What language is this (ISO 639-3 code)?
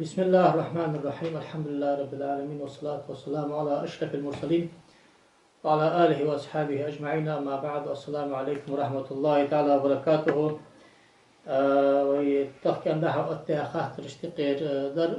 inh